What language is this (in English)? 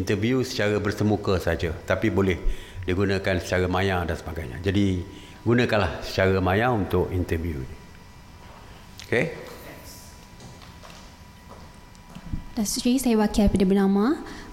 Malay